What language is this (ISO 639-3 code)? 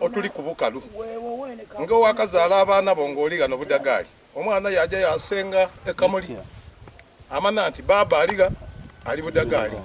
xog